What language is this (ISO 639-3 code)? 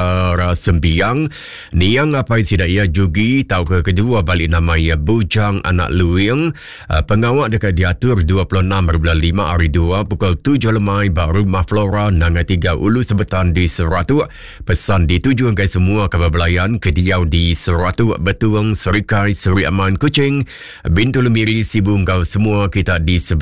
iba